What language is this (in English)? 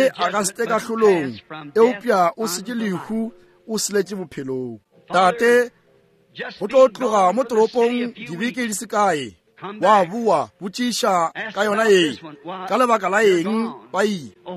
Northern Sotho